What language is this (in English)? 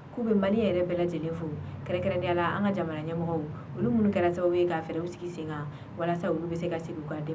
Bambara